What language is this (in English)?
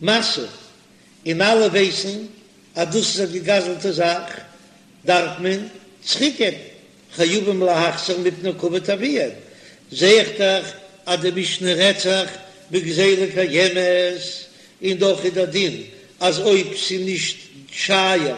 Yiddish